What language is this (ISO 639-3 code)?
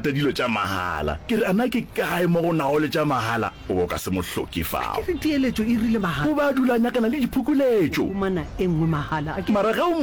nso